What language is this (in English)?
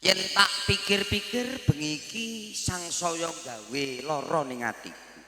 Javanese